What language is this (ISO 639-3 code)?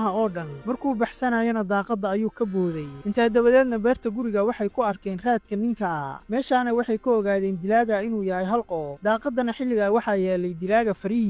som